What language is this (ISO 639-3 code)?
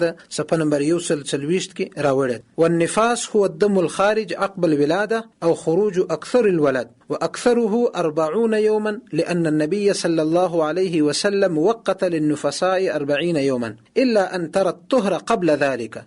pus